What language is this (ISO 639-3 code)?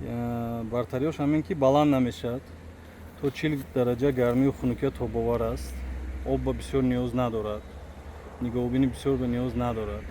tgk